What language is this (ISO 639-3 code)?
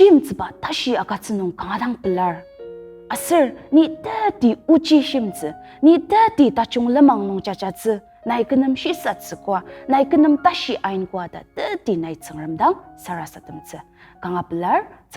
njo